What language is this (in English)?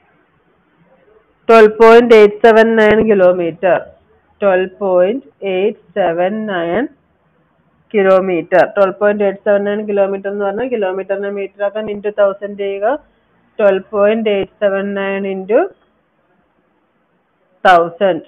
Malayalam